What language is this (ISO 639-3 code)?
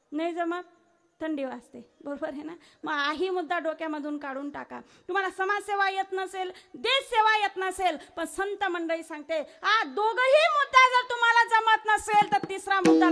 mar